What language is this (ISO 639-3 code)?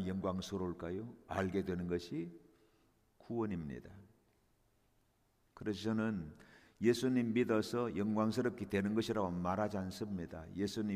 kor